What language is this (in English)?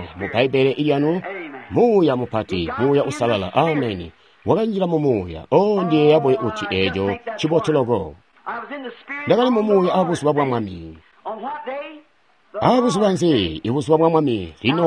Tonga (Zambia)